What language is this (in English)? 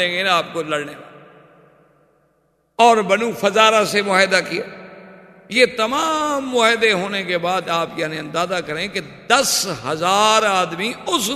Urdu